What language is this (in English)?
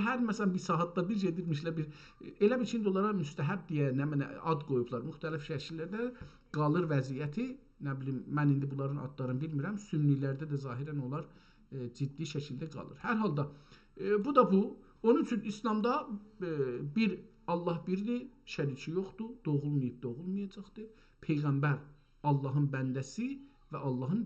South Azerbaijani